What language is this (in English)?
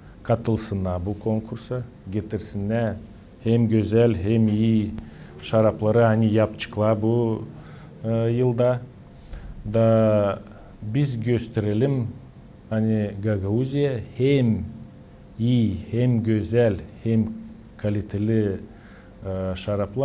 Gagauz